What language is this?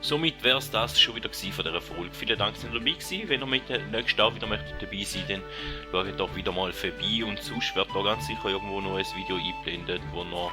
Swiss German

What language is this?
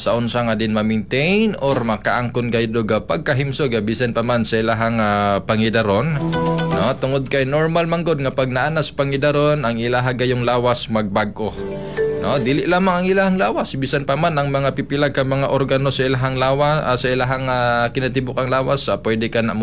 Cebuano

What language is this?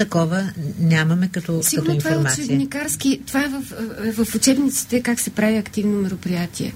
Bulgarian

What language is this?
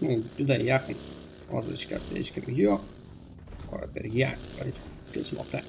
Kara-Kalpak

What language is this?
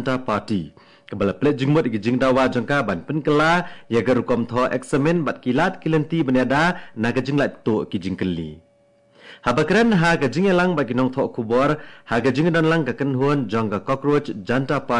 Khasi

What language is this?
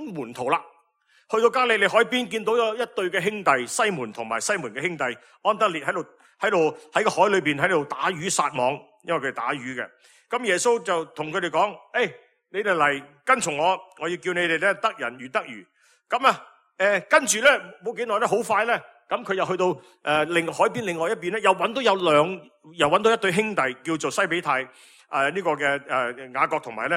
Cantonese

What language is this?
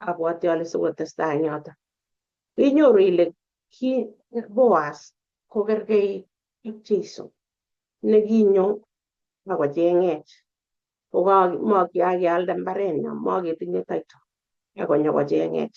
Kalenjin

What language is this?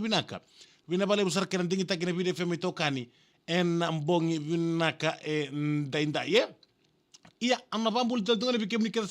Fijian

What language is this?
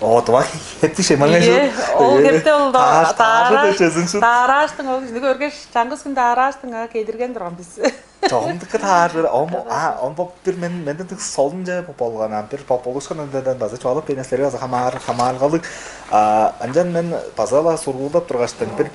Tuvinian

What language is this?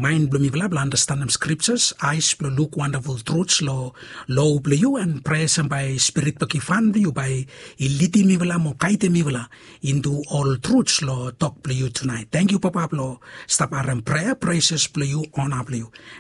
Bislama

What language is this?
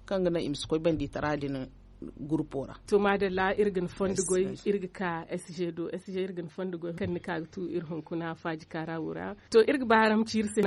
Zarma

